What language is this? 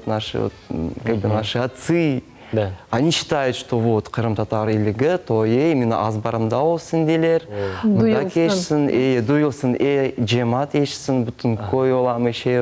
Crimean Tatar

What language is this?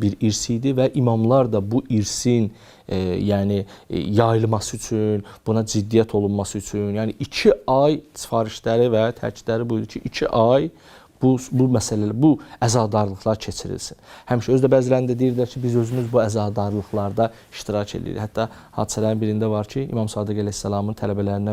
Azerbaijani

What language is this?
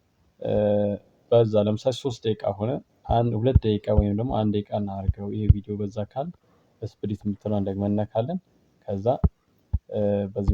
Amharic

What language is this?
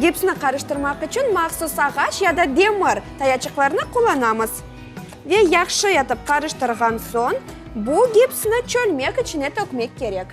Crimean Tatar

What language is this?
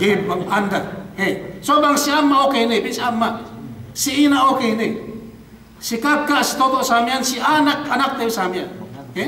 Yakan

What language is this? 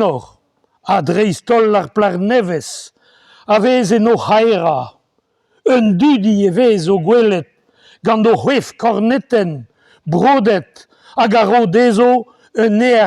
Breton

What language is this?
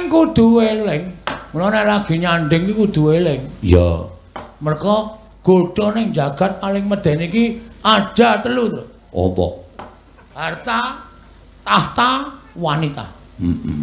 Javanese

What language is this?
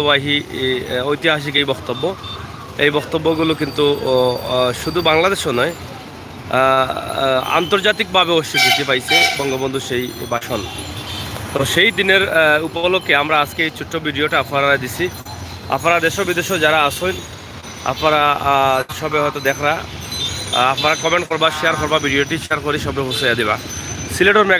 Sylheti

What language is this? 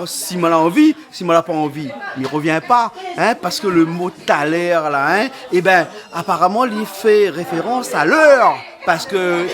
Réunion Creole French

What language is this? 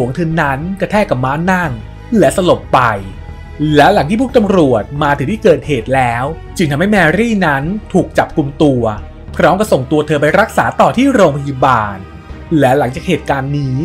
Thai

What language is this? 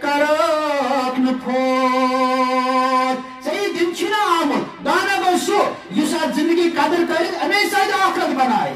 Kashmiri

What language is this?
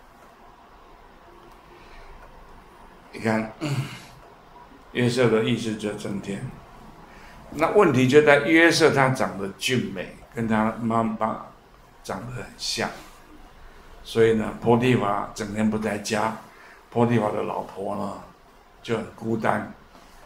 Chinese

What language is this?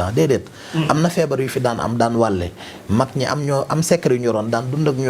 Wolof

